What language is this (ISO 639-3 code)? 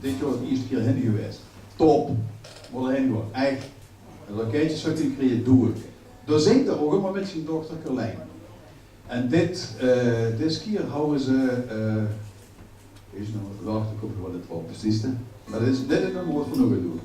lim